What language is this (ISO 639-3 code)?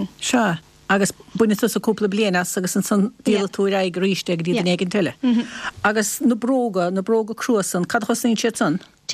gle